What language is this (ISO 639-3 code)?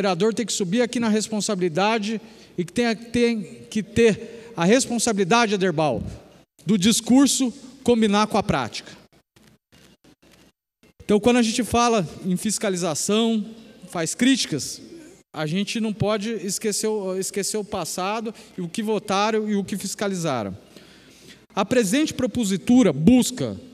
por